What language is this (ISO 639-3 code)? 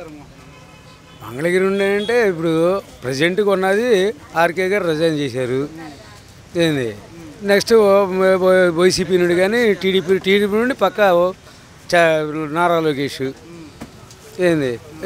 tel